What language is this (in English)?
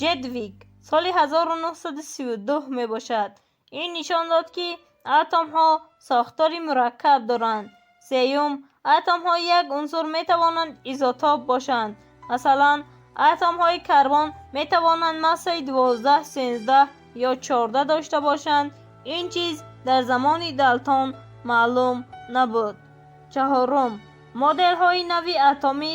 Tajik